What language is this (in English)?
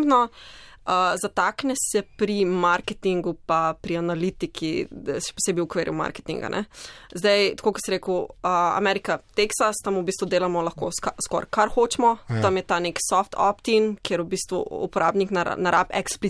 Slovenian